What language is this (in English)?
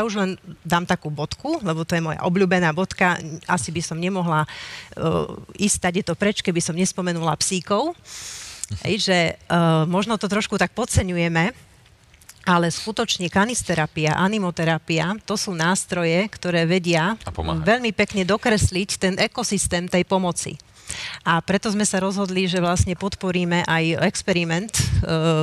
Slovak